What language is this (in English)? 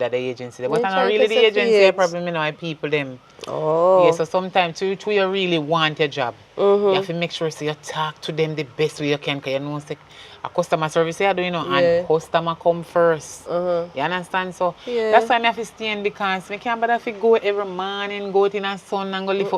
Jamaican Creole English